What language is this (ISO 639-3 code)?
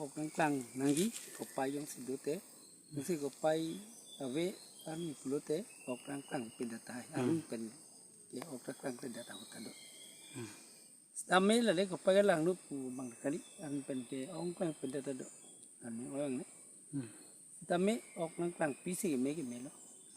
mjw